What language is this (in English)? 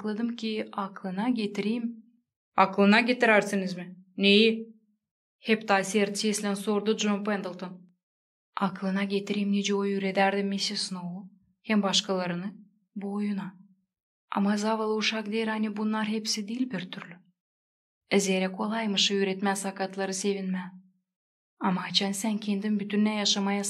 Gagauz